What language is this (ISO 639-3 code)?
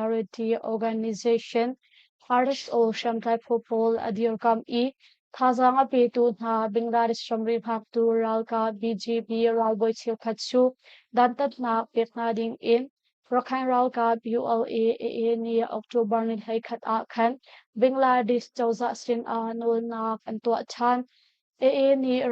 cnh